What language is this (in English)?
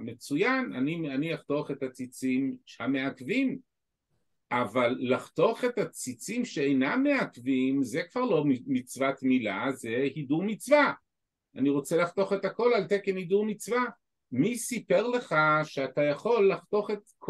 Hebrew